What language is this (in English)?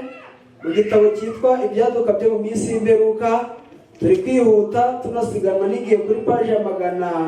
Kinyarwanda